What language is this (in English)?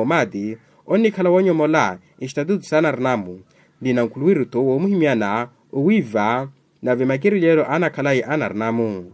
Makhuwa